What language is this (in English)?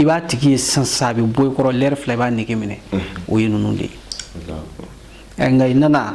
Bambara